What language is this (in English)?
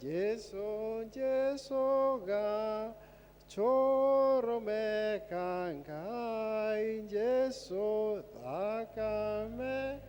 Kikuyu